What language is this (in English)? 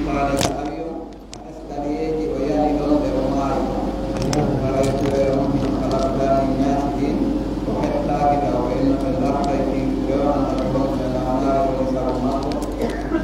Pular